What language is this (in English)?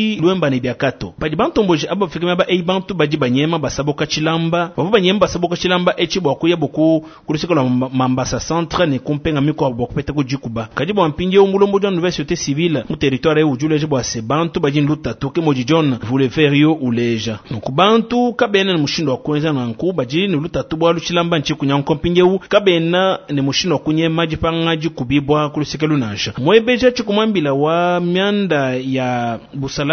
Luba-Lulua